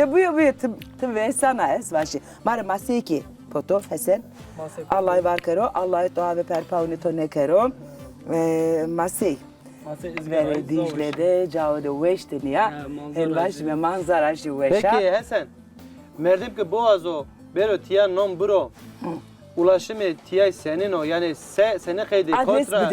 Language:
Zaza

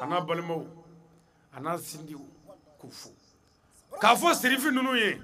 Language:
Bambara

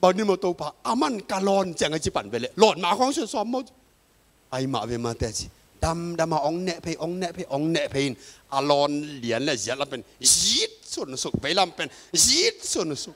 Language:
Tedim Chin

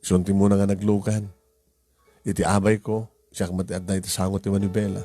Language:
Iloko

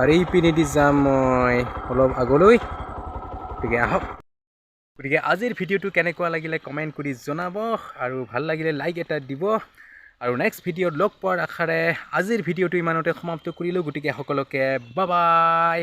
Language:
Assamese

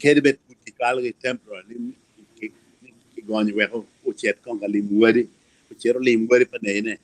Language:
Acoli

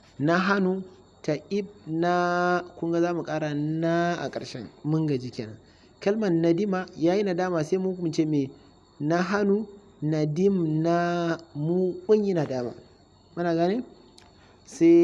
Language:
Hausa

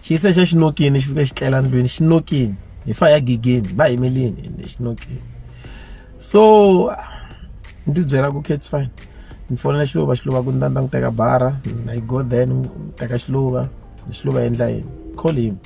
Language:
Tsonga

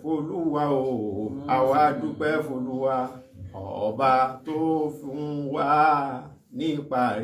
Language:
Yoruba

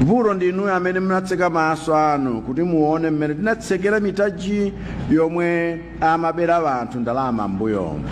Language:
Nyanja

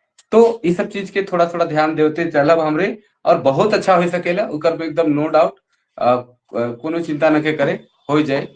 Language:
Sadri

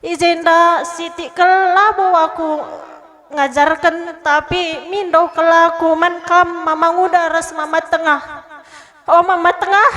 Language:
Batak Karo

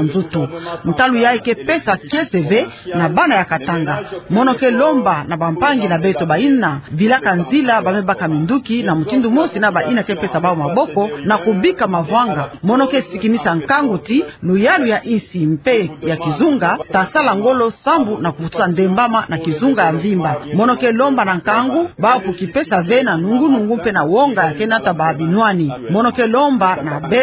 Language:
Kituba (Democratic Republic of Congo)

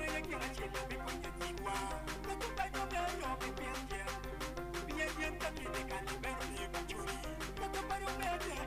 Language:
Acoli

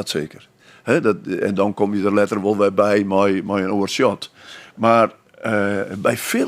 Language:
Western Frisian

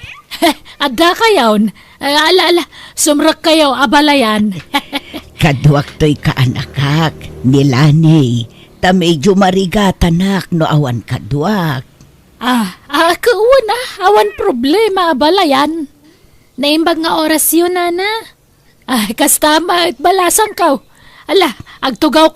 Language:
Iloko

